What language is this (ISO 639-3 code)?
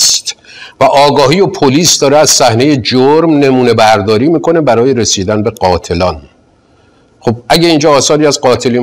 fas